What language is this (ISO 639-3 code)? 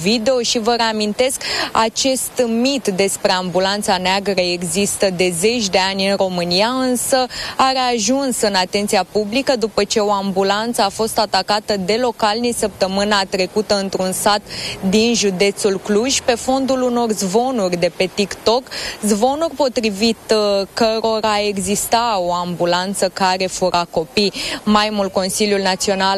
ron